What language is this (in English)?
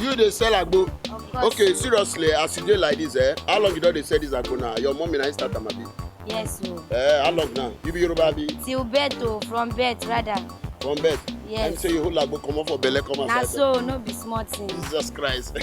Nigerian Pidgin